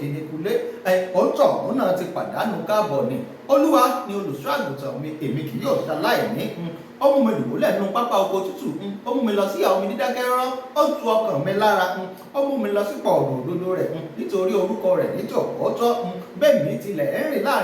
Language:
Yoruba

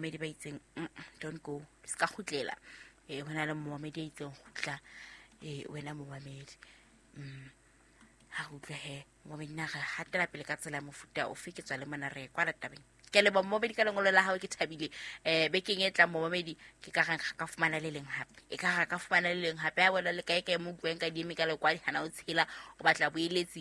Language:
Southern Sotho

